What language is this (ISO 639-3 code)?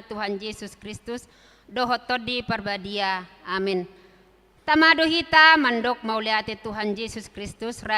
bbc